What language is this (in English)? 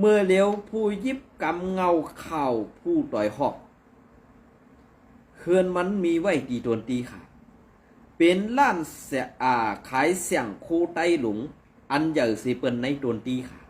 Shan